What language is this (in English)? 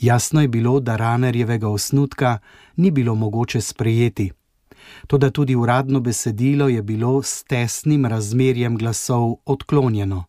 Slovenian